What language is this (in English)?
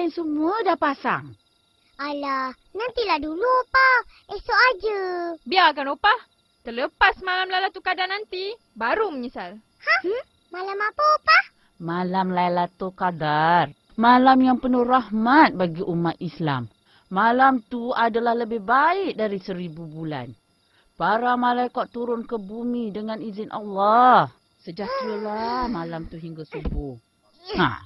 Malay